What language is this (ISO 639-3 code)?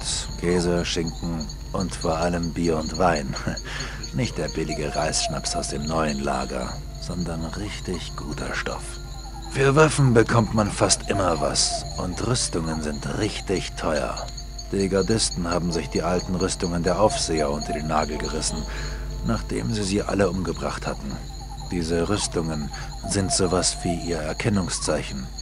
bar